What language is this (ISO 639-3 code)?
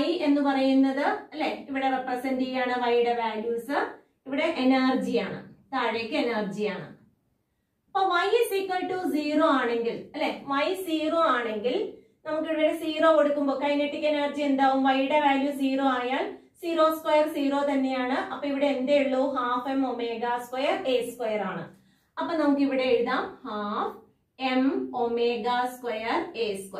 mal